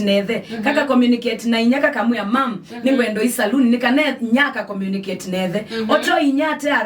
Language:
Kamba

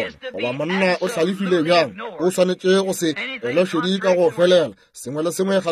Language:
Northern Sotho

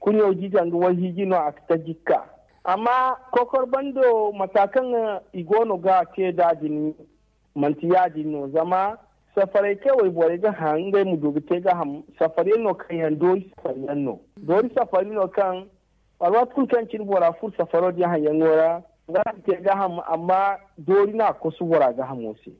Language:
Zarma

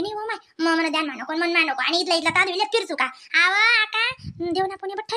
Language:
Khandesi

